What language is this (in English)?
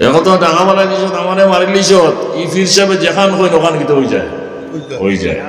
Sylheti